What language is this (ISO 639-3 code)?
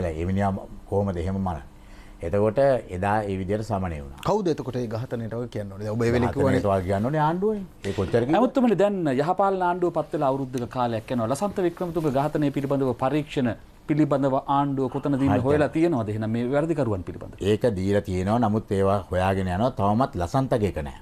sin